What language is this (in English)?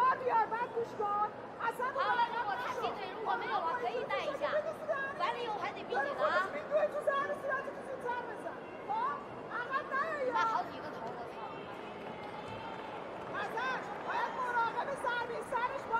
Chinese